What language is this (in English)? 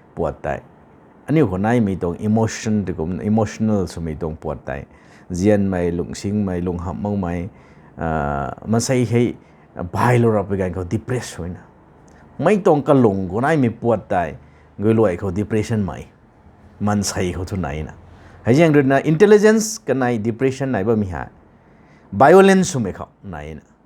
Rongmei Naga